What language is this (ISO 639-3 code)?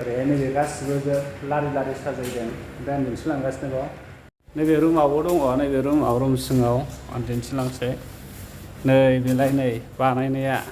brx